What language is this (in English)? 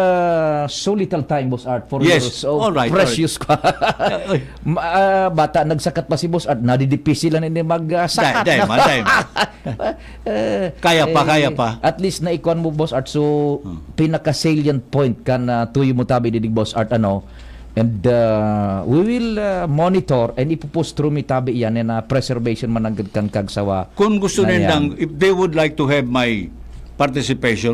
Bikol